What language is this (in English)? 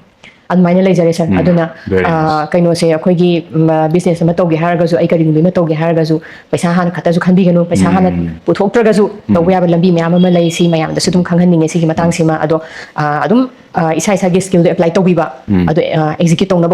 Manipuri